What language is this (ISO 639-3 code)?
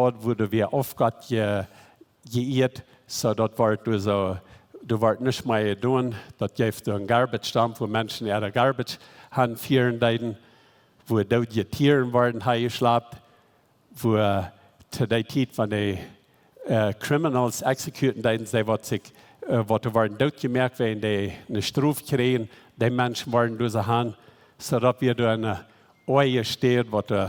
pdt